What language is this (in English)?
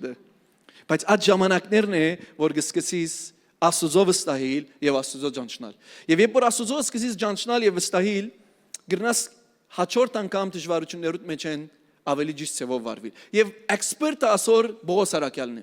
Western Armenian